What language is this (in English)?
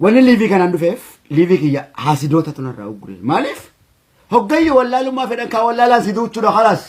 Oromo